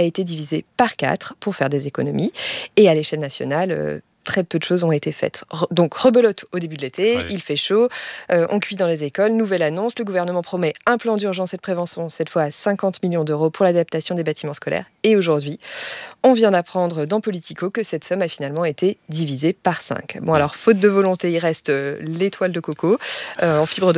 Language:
French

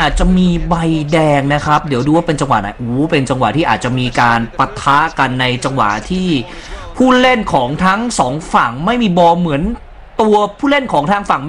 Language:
Thai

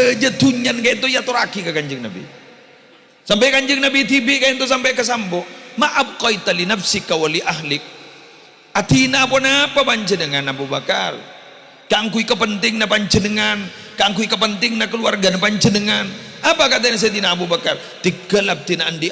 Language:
Madurese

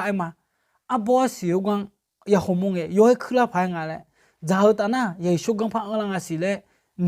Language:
Akha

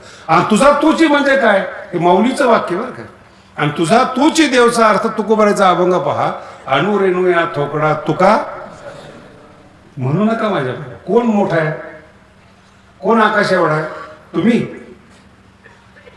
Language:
Marathi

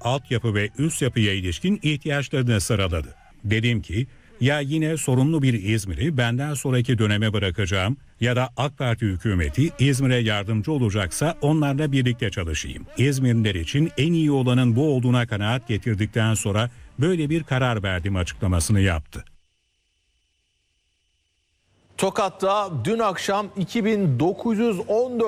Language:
Turkish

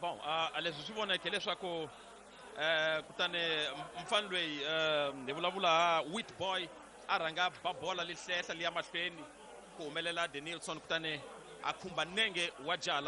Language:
Tsonga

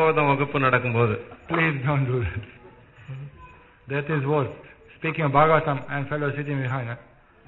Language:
Tamil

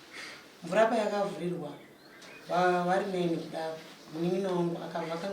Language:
Shona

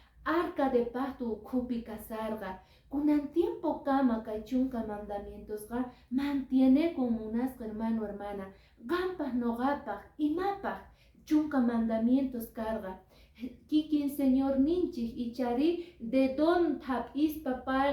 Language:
Quechua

